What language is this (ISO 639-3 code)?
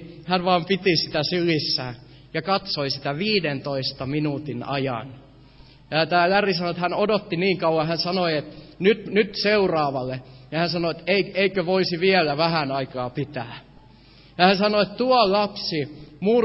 fin